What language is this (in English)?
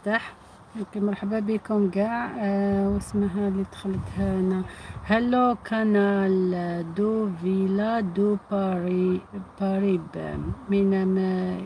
Algerian Arabic